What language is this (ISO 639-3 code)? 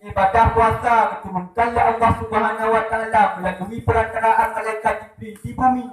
ace